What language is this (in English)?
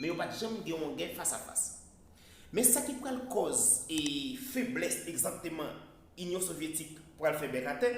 Haitian Creole